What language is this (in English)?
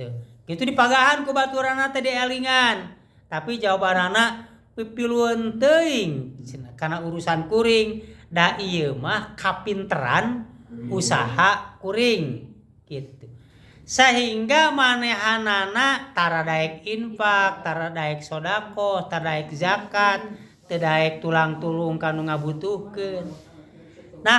Sundanese